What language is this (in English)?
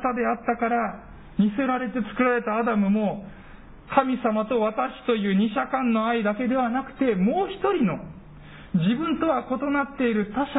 Japanese